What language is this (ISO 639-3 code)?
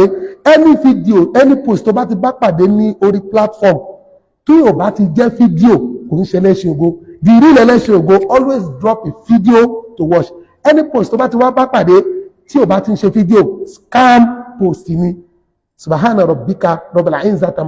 yor